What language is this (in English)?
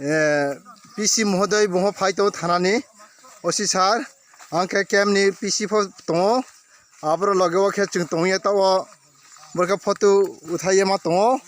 Riang (India)